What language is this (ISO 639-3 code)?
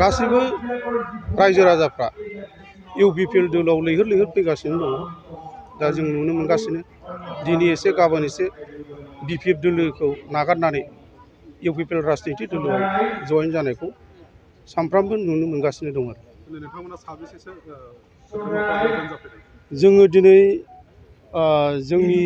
brx